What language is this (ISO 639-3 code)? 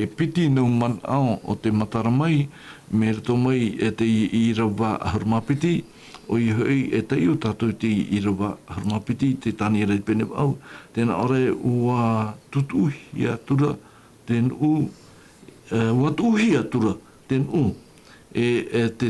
tah